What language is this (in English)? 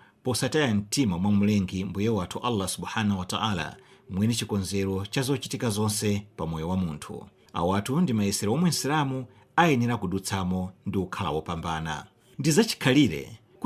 Nyanja